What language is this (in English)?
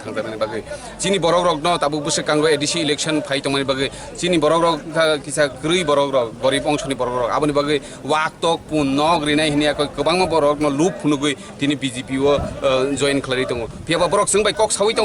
Kok Borok